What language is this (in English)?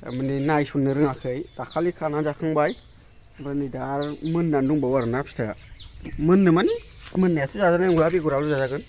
Bodo